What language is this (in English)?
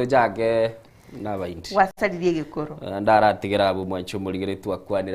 Gusii